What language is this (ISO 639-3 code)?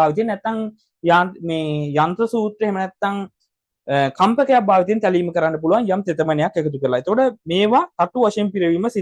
sin